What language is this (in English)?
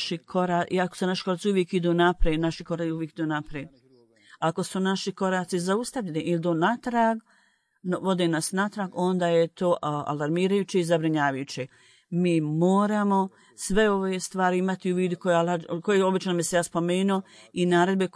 Bosnian